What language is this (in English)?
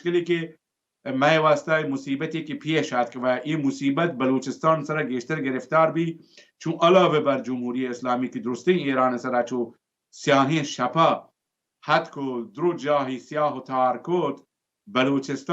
Baluchi